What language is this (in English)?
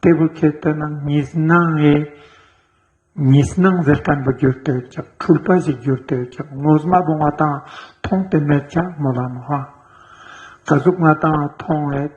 Ladakhi